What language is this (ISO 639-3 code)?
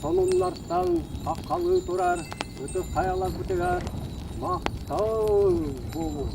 sah